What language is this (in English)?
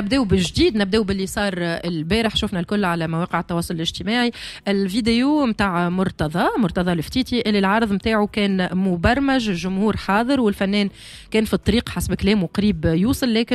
Tunisian Arabic